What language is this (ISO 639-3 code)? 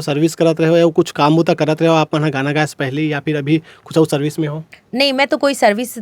hne